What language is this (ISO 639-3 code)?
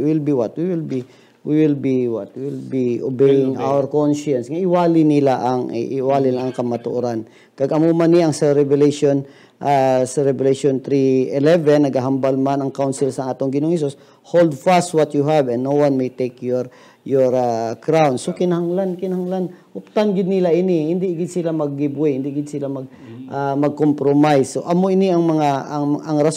hil